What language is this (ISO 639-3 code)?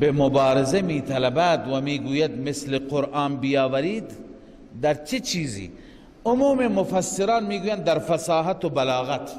fas